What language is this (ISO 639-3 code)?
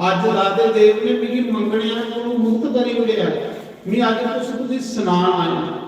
doi